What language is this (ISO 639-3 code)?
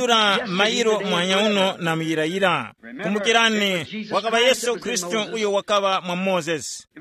tum